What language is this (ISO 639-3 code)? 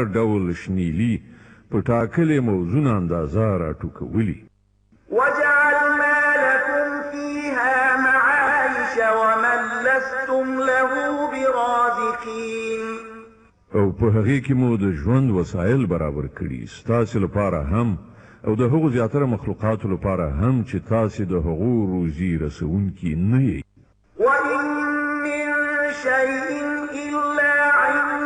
pus